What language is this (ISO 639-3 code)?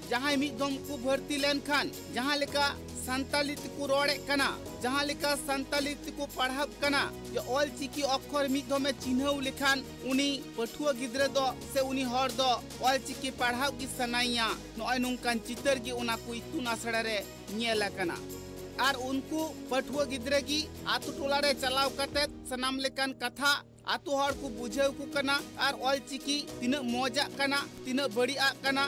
sat